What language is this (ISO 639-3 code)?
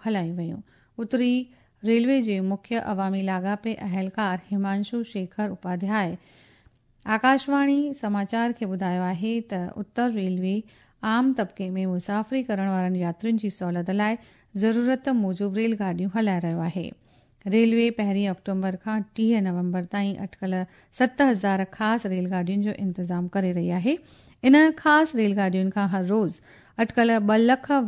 snd